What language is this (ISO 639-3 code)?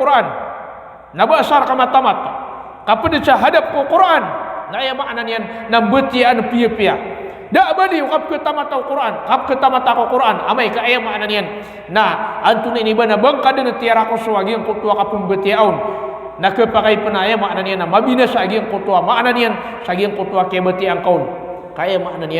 mrw